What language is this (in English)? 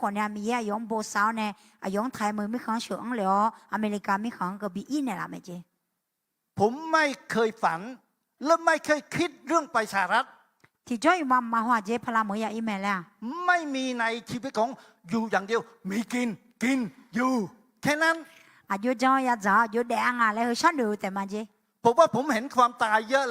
Akha